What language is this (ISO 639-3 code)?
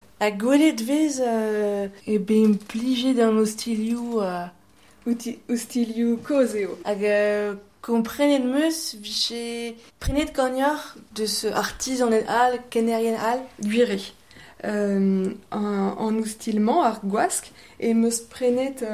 bre